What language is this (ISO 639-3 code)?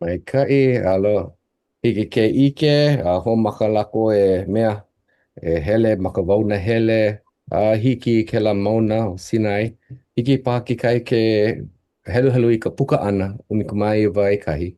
haw